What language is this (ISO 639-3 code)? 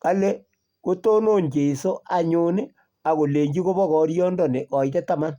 kln